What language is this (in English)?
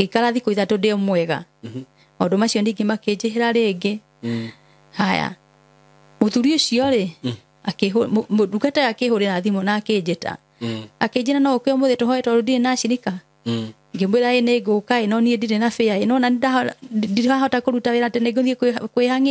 Kikuyu